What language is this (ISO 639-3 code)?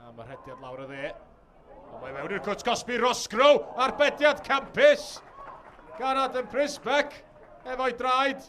cym